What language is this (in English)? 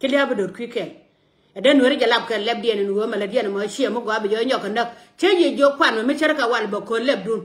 Nuer